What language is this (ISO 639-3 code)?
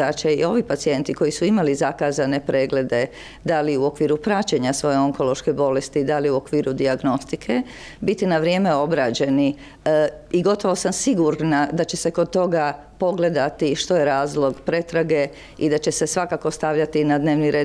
hrv